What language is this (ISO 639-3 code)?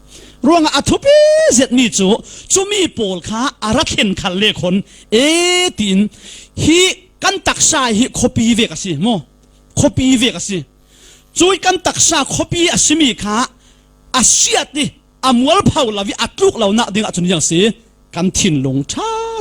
cfm